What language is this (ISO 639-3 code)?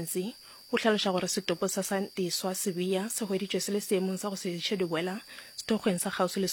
nso